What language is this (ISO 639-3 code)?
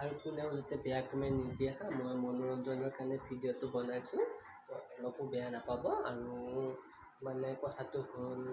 asm